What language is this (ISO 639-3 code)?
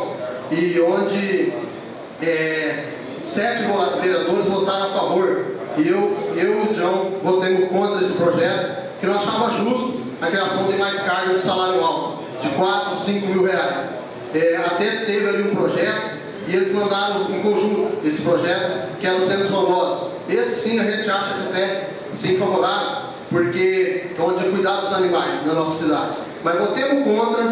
por